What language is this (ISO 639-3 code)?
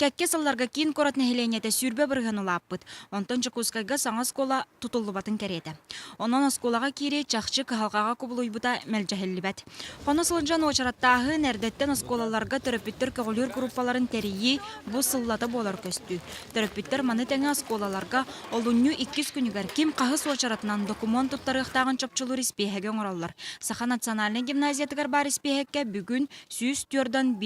sah